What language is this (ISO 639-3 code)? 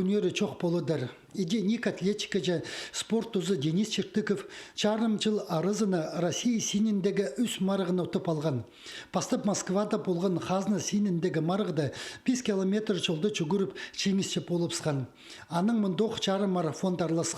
kjh